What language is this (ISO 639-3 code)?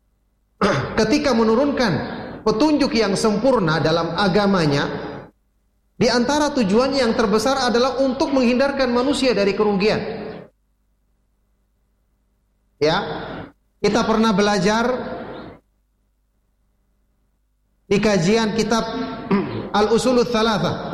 ind